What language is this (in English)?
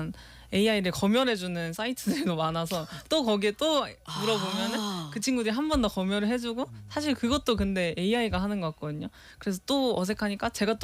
Korean